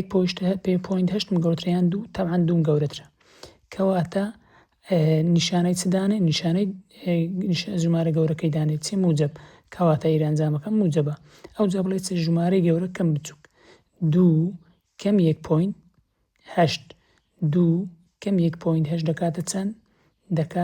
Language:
Central Kurdish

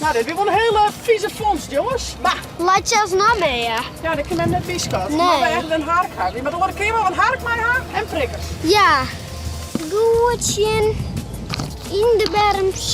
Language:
Western Frisian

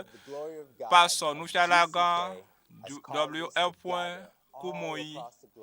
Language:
Ewe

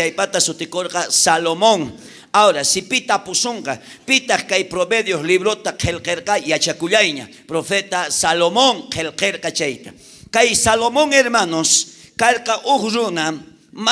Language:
South Bolivian Quechua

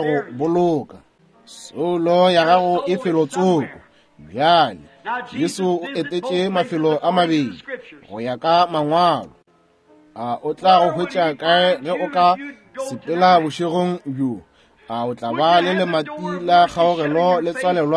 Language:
Northern Sotho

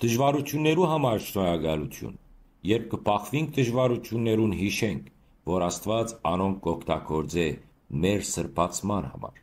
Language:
Western Armenian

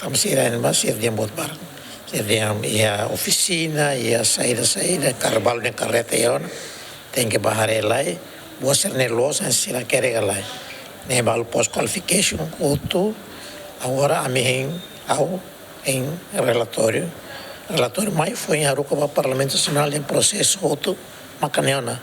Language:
Tetum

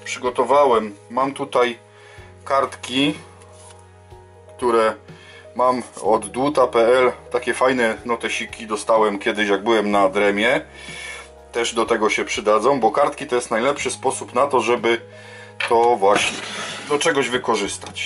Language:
Polish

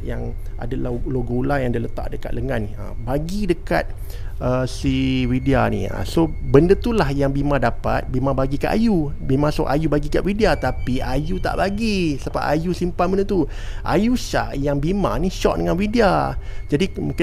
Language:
Malay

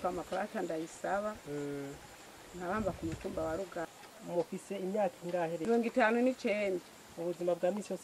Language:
Rundi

